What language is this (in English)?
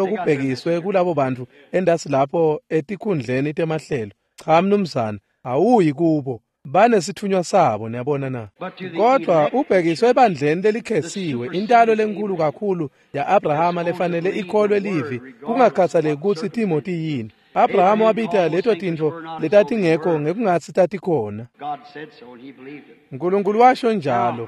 Swati